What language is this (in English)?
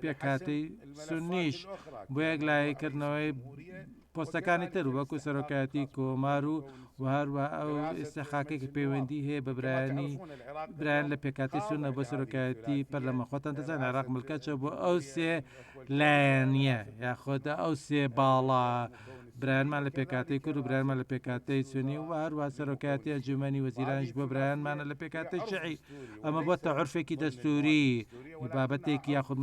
Central Kurdish